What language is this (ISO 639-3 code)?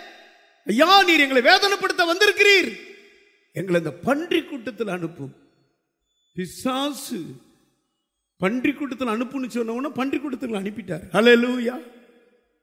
tam